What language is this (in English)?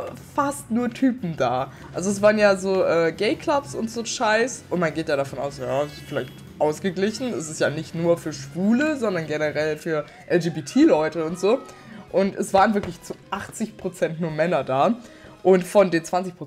German